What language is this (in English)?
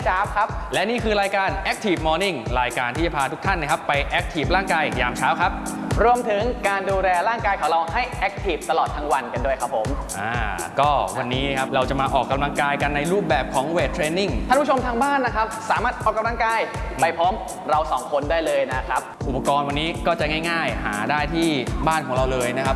Thai